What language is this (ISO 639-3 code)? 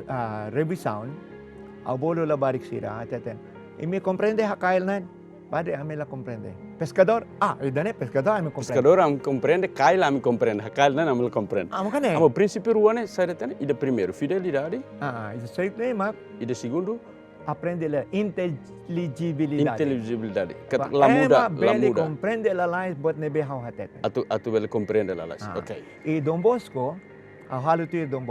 tet